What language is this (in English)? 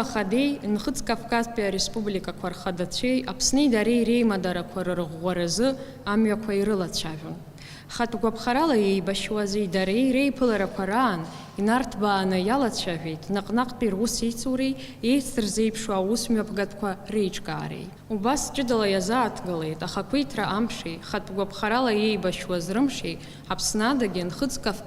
Abkhazian